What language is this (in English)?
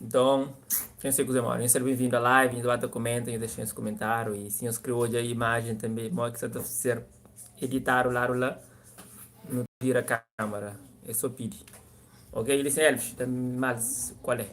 Kabuverdianu